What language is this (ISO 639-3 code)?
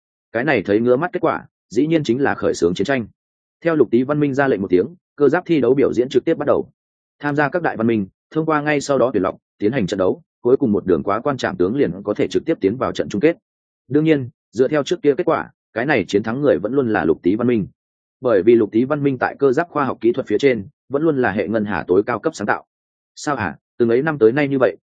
vie